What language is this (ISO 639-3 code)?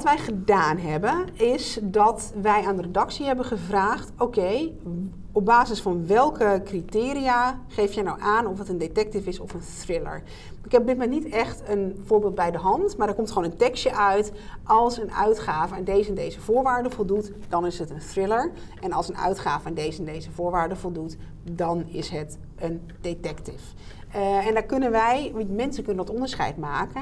nld